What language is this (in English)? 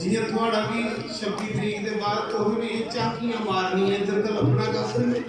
Dogri